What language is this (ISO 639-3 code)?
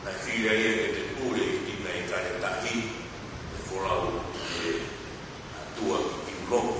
ton